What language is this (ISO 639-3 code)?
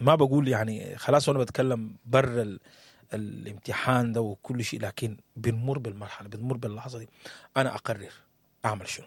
apd